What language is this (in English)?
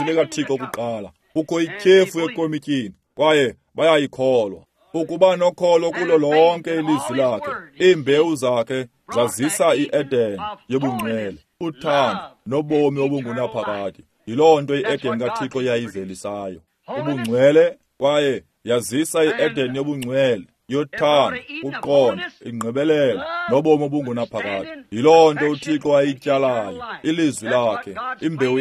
Xhosa